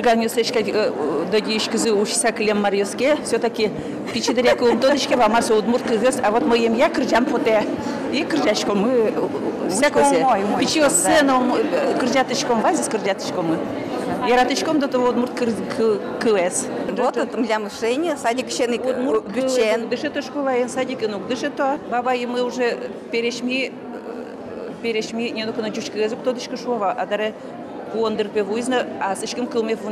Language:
Udmurt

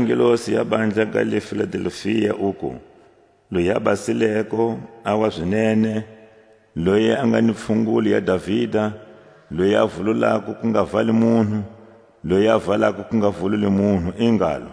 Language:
Tswa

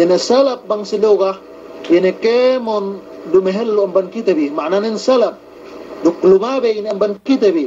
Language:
Yakan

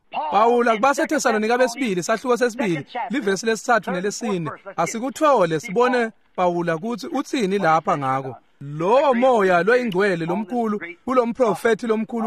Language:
Swati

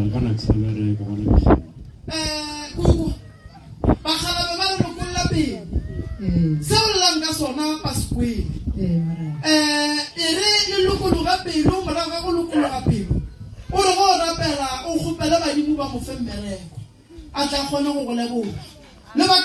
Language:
Northern Sotho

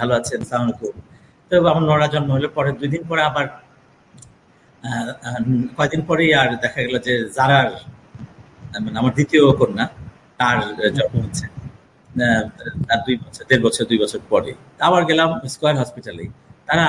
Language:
Bangla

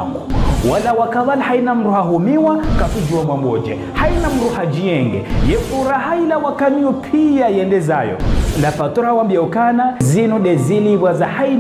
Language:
Ngazidja Comorian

